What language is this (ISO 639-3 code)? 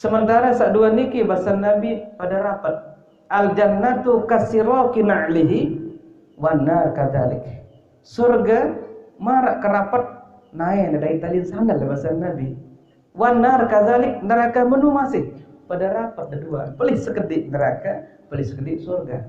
sas